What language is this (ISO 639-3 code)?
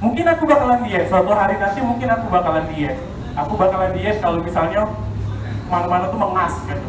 mui